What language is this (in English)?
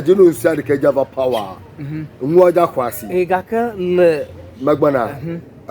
Ewe